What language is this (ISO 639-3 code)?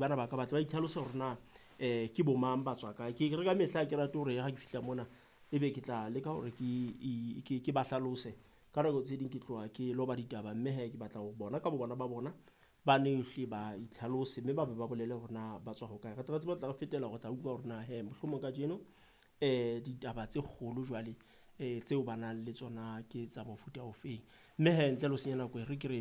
sot